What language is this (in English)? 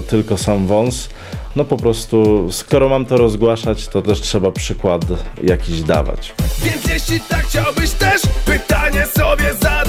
Polish